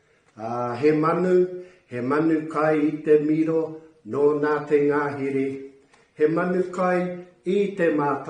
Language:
Māori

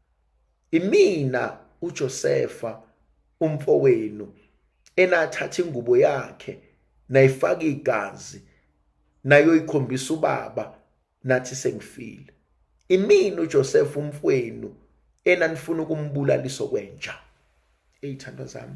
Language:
Zulu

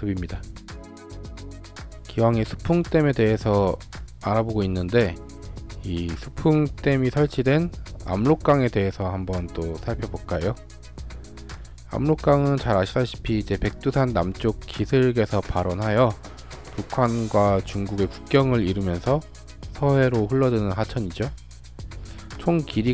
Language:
Korean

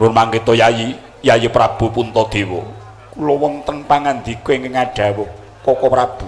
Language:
Javanese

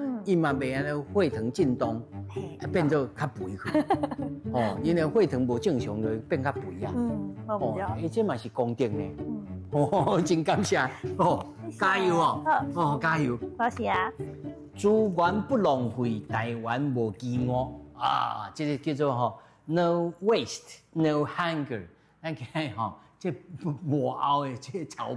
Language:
Min Nan Chinese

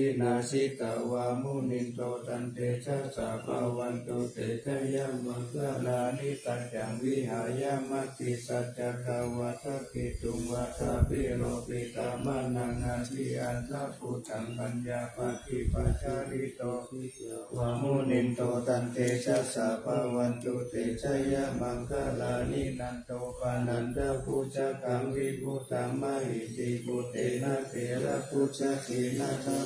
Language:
Pali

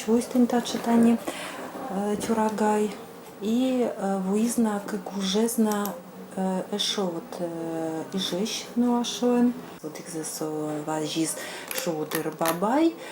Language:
Udmurt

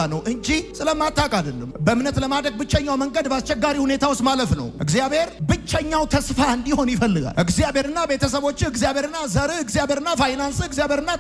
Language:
Amharic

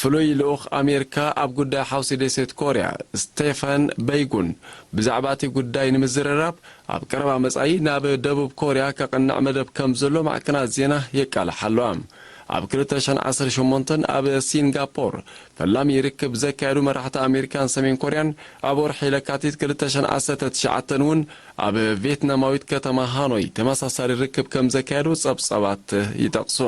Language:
Tigrinya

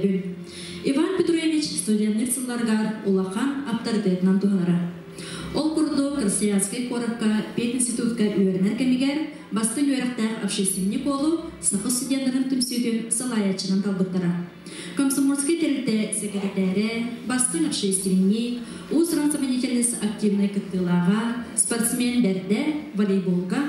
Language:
Yakut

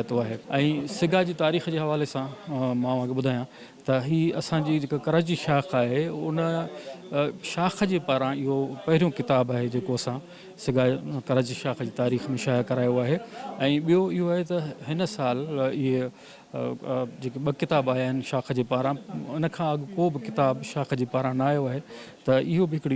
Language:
Sindhi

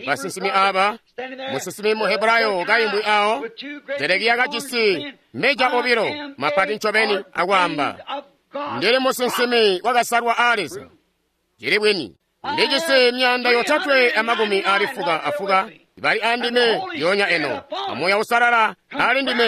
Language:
Tonga (Zambia)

